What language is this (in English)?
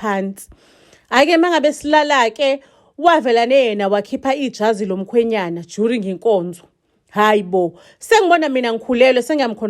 Zulu